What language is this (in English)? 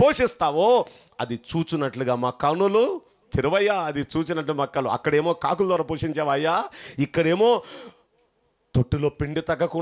Telugu